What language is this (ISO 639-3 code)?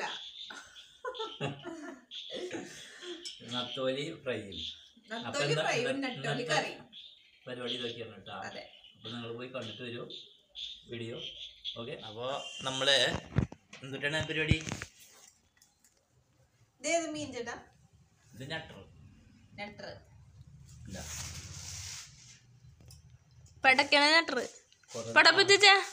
mal